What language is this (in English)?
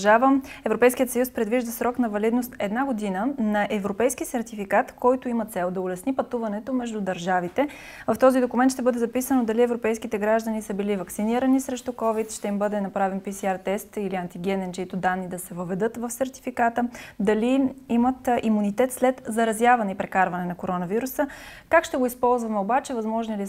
Bulgarian